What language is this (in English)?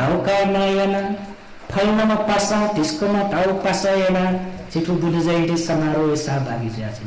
Newari